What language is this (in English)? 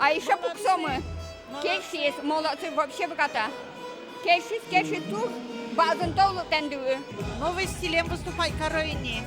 Udmurt